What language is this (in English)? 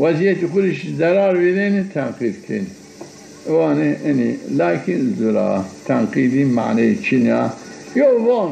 Zaza